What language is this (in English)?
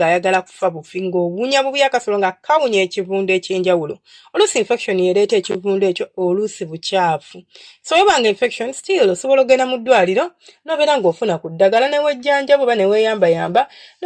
Ganda